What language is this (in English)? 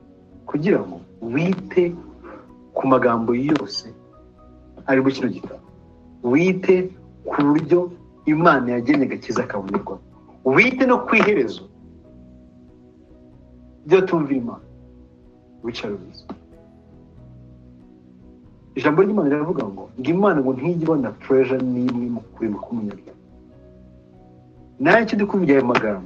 Kinyarwanda